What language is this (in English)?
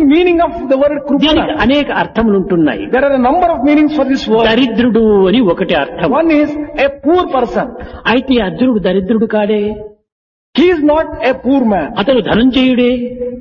Telugu